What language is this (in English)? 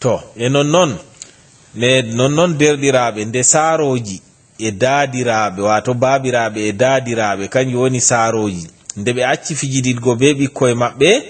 Fula